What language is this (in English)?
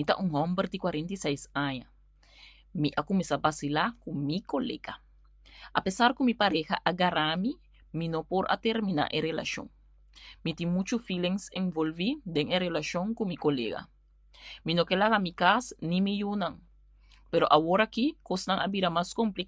Papiamento